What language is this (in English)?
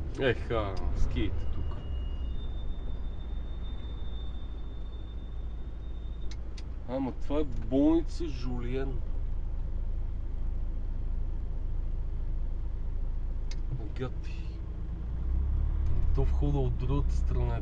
Bulgarian